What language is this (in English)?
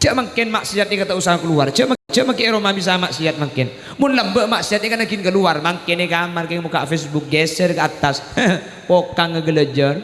Madurese